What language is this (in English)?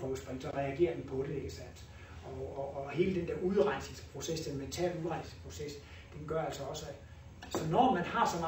Danish